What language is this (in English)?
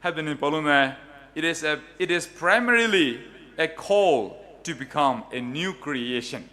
Poumei Naga